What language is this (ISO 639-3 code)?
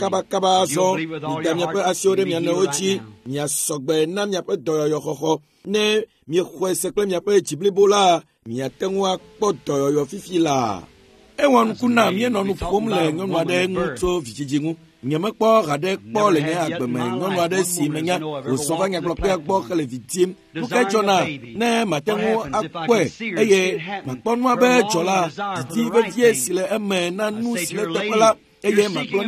ewe